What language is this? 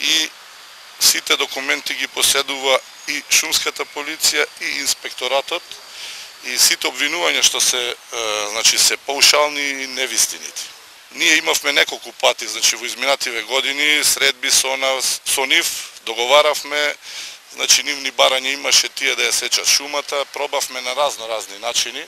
Macedonian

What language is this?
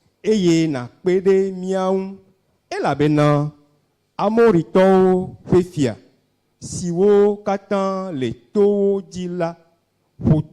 Ewe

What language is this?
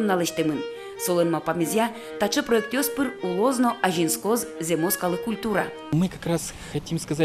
Udmurt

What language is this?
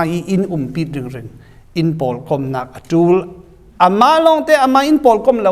Falam Chin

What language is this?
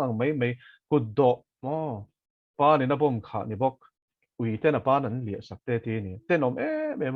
Mizo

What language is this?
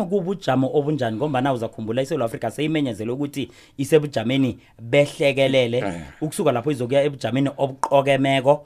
South Ndebele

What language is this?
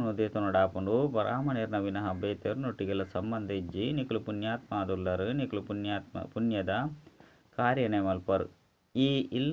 Tulu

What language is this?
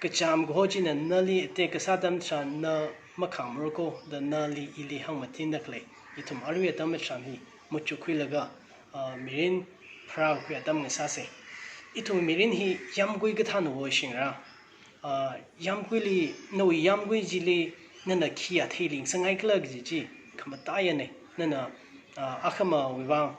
Tangkhul Naga (India)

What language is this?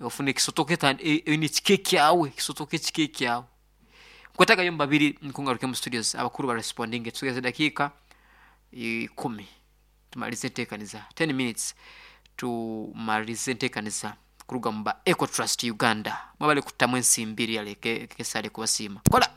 Nyoro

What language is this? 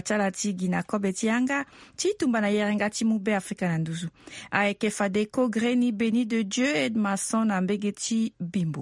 Sango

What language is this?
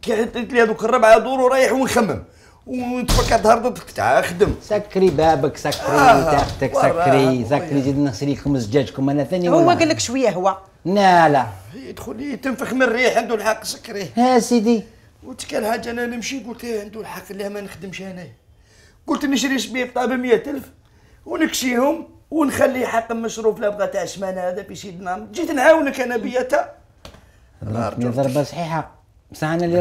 Algerian Arabic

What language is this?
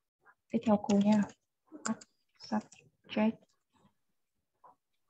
Vietnamese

